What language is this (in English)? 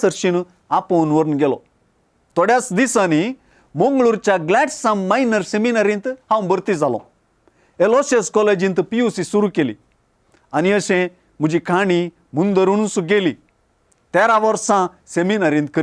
Konkani